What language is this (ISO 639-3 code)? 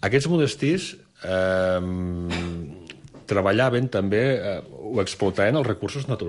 cat